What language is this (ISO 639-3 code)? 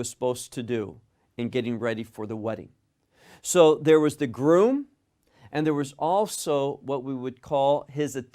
eng